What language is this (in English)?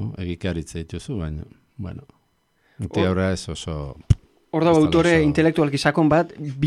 Basque